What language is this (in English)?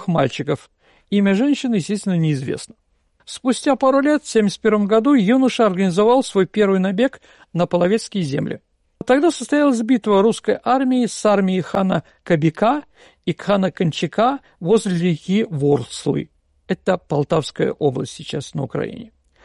Russian